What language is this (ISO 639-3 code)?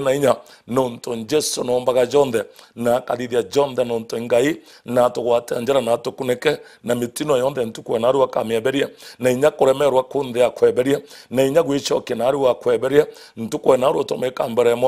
mer